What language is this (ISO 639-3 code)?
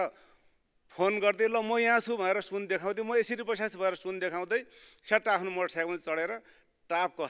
nep